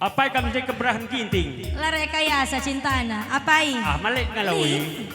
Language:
Batak Karo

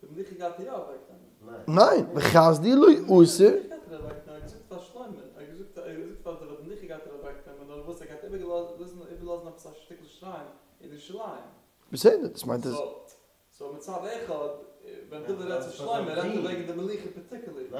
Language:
Yiddish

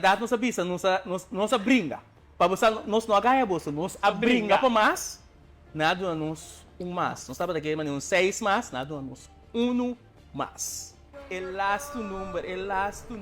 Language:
Papiamento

